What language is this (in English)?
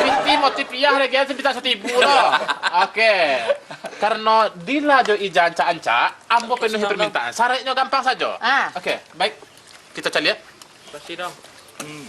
Minangkabau